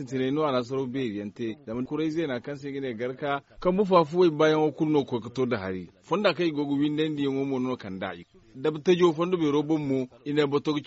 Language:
Zarma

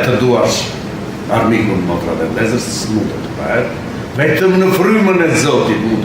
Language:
Albanian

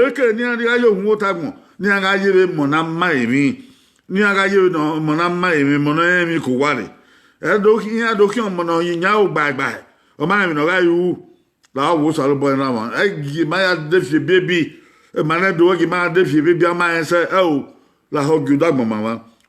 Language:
Bini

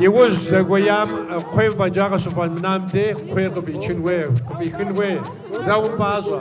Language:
Kabardian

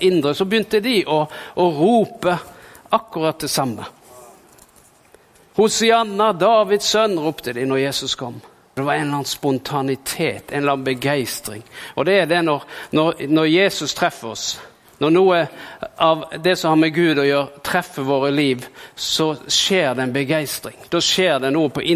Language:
Norwegian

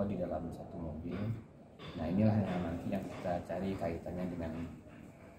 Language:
Indonesian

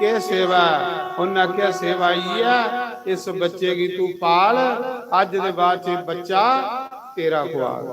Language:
Dogri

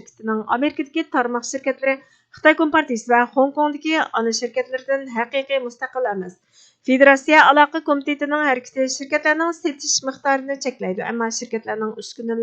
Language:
Uyghur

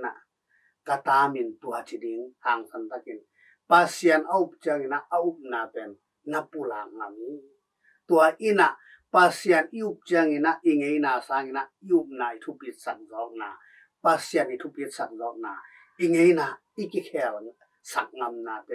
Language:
Tedim Chin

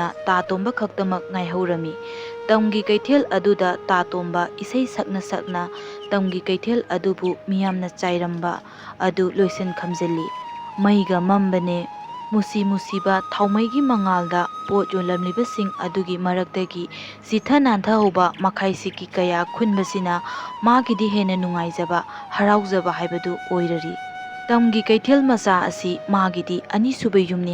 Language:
Manipuri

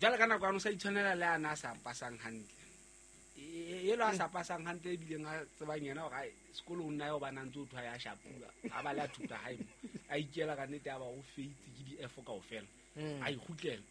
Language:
Southern Sotho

